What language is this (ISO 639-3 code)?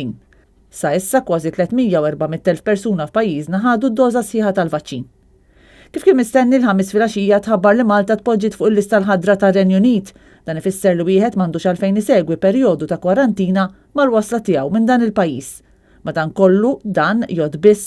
mlt